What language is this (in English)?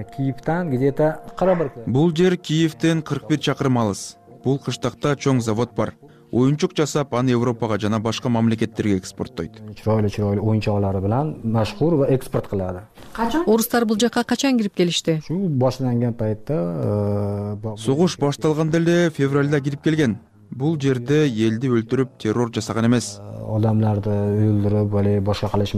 Kyrgyz